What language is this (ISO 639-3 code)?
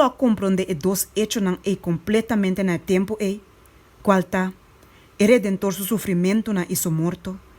pap